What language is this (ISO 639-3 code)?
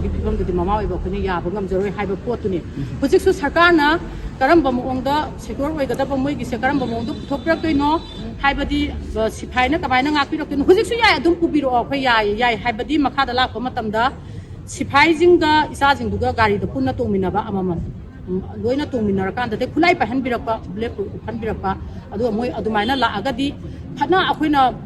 mni